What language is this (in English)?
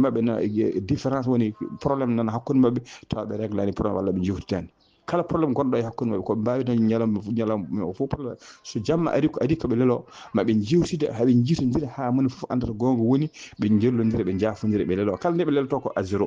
Fula